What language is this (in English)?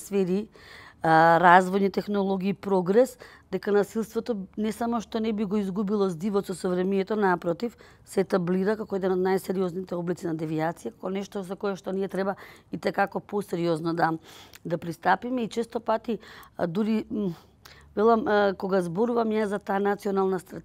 Macedonian